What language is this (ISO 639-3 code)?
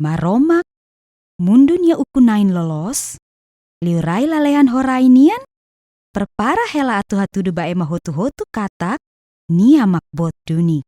tet